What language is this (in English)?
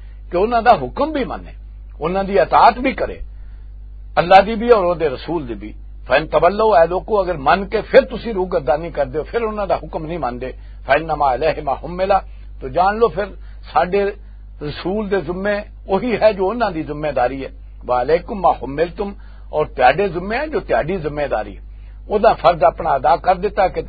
Western Panjabi